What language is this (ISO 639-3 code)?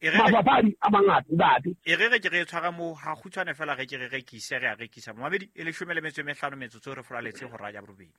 sot